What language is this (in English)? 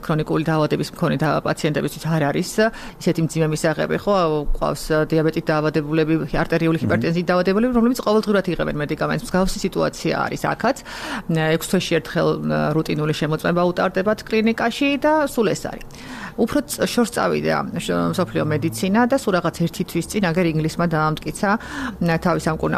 Georgian